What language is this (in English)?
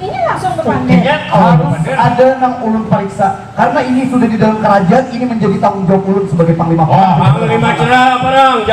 Banjar